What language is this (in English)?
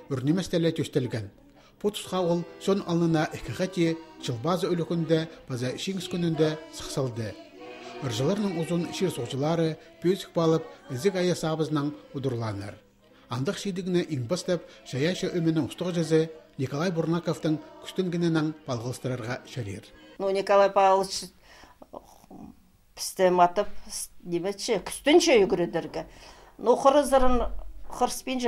Khakas